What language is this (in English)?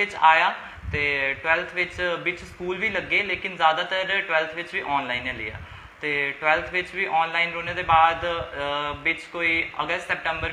Dogri